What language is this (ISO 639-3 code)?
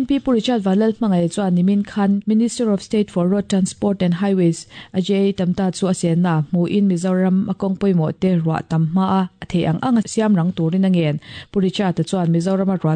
lus